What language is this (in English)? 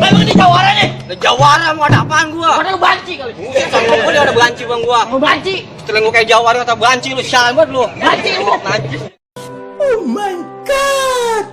Betawi